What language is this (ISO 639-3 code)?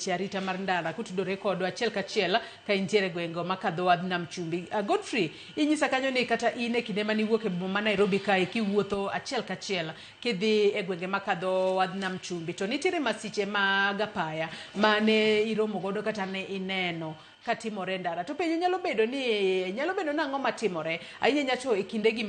luo